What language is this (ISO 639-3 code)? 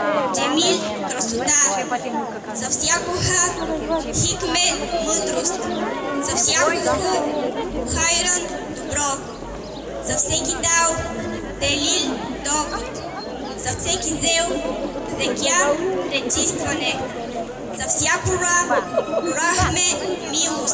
bul